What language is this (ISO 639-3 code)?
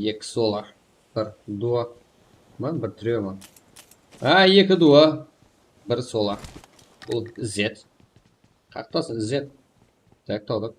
kaa